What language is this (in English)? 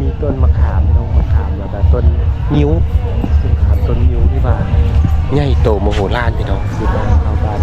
Lao